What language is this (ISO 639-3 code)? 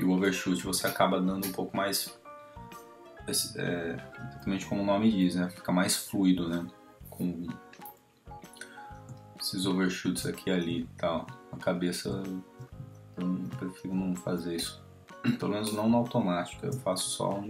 por